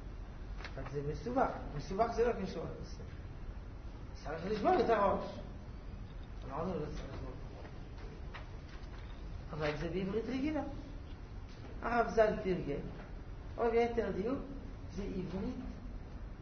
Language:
Hebrew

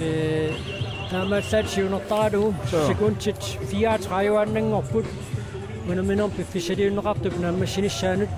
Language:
Kalaallisut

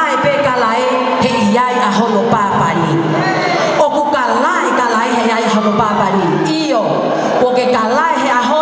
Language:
Tongan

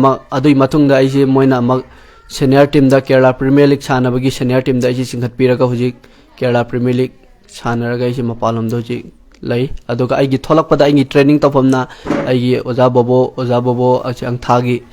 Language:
Manipuri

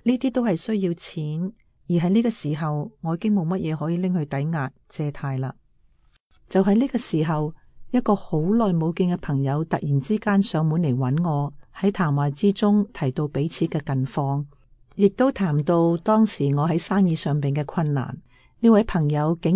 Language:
Cantonese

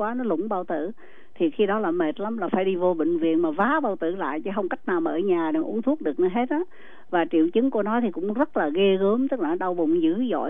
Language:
Vietnamese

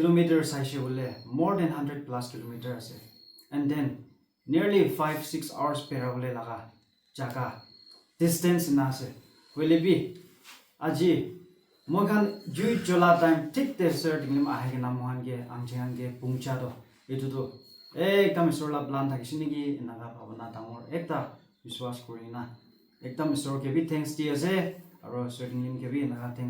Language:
Naga Pidgin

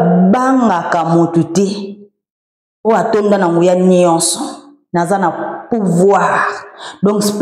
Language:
Lingala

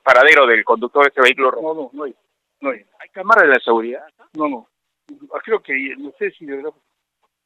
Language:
Spanish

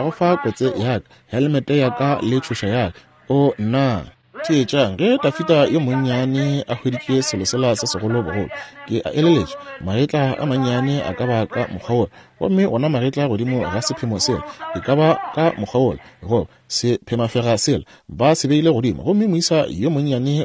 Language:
Northern Sotho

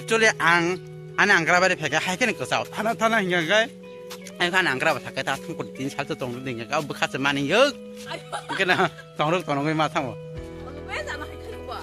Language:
Kok Borok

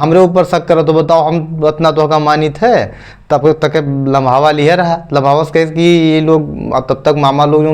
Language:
Awadhi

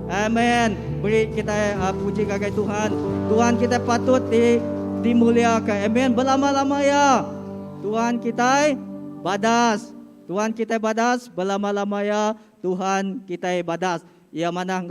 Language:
Iban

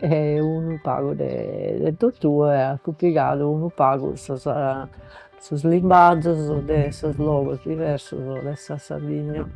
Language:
Sardinian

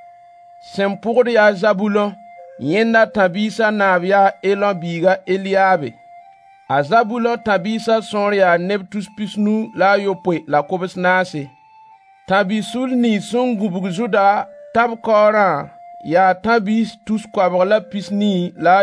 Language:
Mossi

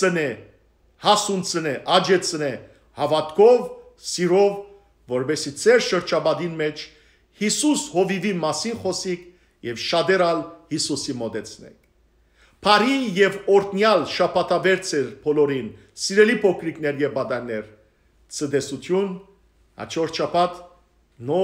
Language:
Western Armenian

